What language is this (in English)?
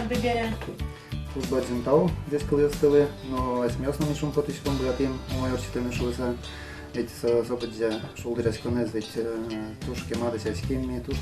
Udmurt